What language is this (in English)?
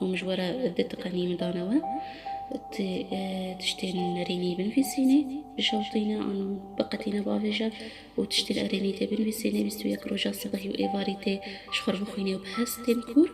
Kurdish